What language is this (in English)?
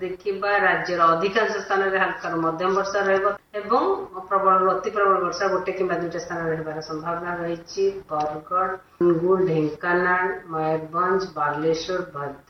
Odia